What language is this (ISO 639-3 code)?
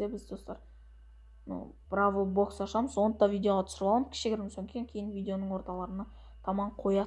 kaz